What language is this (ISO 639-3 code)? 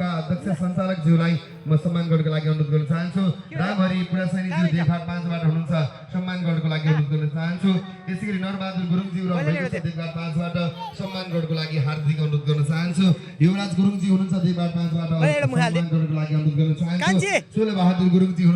nep